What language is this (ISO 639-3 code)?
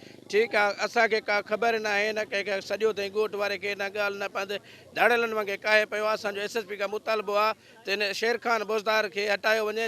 snd